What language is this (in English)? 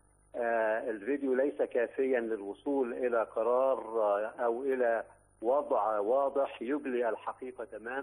Egyptian Arabic